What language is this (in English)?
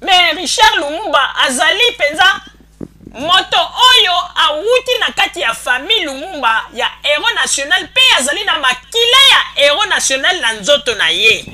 Lingala